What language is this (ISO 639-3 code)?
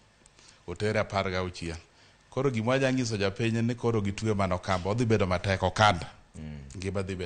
luo